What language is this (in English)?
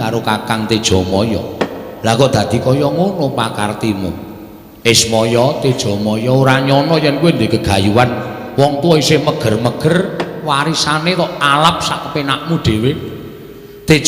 Javanese